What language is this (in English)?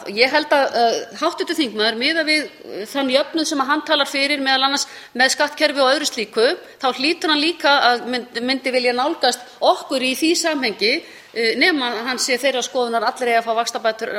Icelandic